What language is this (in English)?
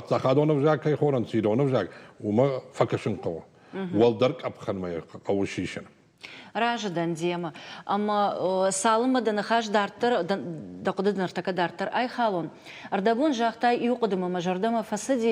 Ossetic